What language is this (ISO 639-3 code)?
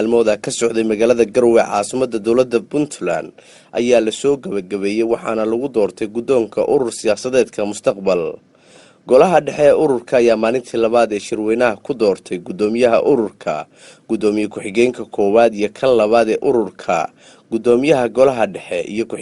som